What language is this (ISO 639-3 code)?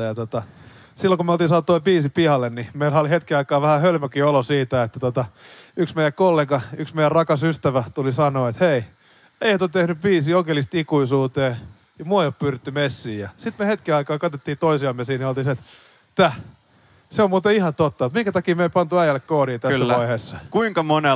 fin